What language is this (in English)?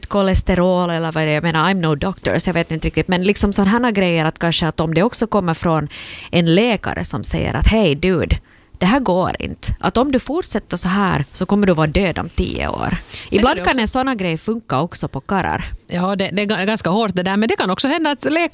Swedish